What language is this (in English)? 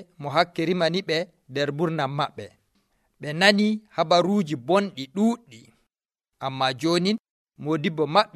Nigerian Fulfulde